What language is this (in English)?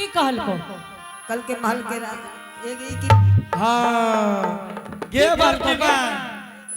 Angika